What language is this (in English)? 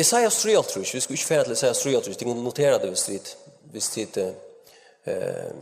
Faroese